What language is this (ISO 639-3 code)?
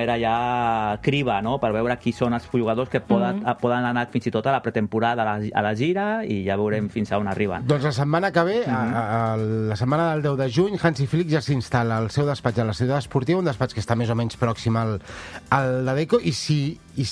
cat